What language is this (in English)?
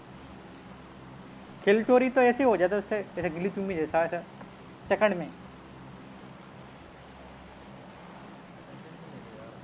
Hindi